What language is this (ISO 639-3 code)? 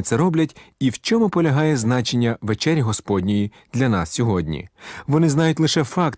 ukr